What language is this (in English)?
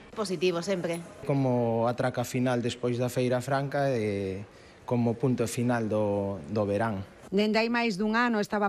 Galician